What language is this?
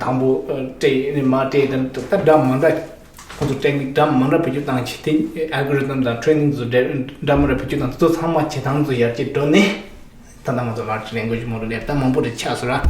Tibetan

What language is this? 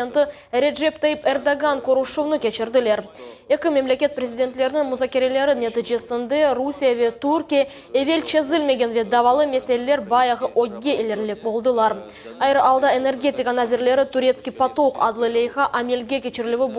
Crimean Tatar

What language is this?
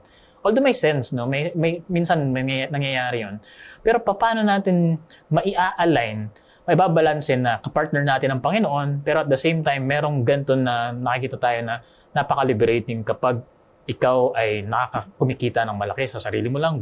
Filipino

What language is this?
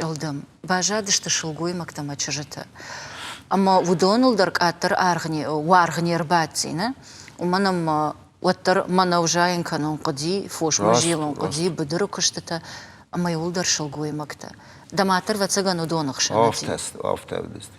Ossetic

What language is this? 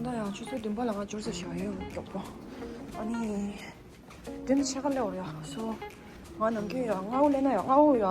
Tibetan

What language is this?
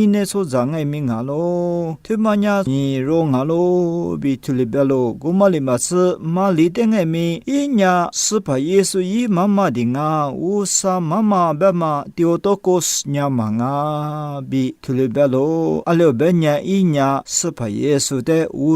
Lisu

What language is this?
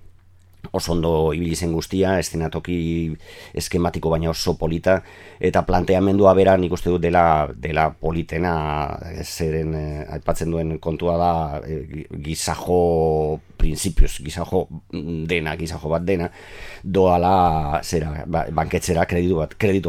Basque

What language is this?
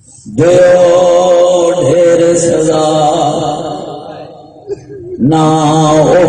Western Panjabi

